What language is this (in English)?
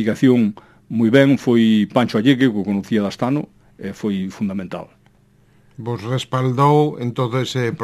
Galician